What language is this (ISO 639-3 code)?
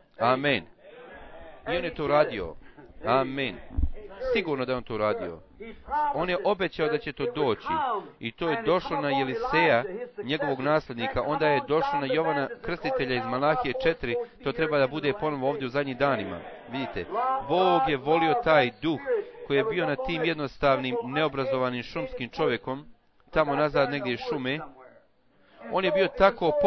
bos